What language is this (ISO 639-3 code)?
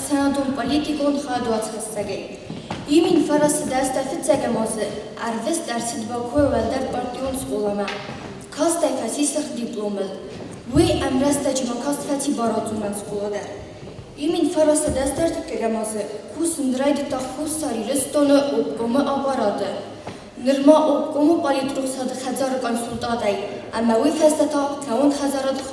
oss